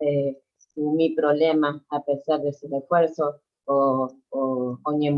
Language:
Guarani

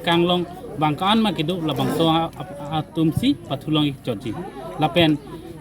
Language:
Karbi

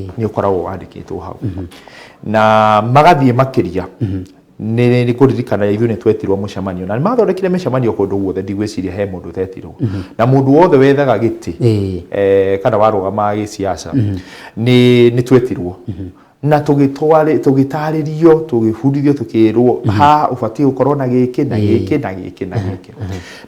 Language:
Kikuyu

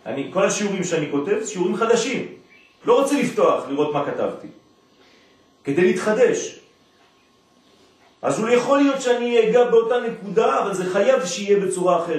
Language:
Hebrew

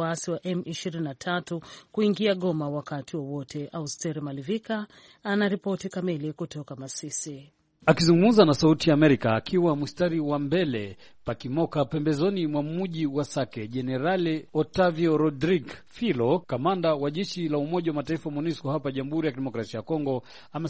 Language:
Swahili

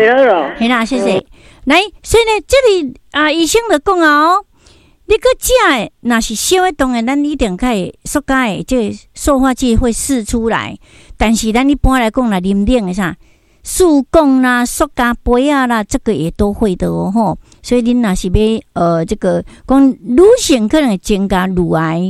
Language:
Min Nan Chinese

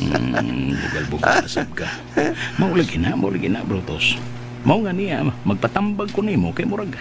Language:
Cebuano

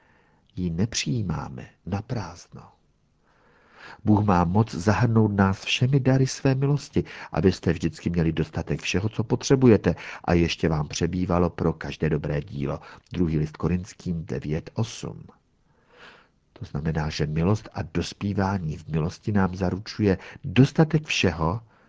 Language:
Czech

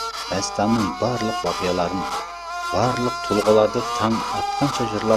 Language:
Kara-Kalpak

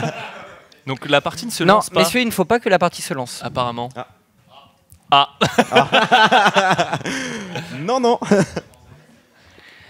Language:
French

